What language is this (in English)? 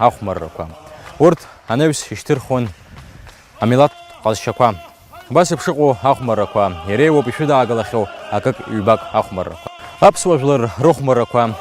Abkhazian